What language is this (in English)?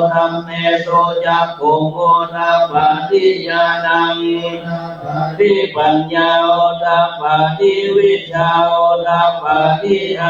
Pali